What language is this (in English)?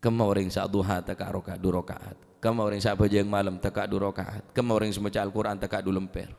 Madurese